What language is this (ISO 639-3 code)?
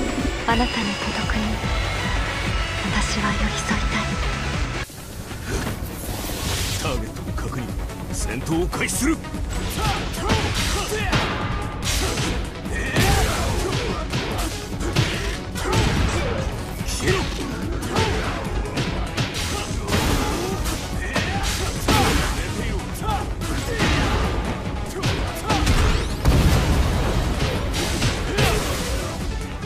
jpn